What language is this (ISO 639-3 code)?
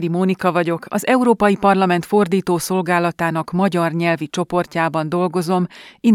hun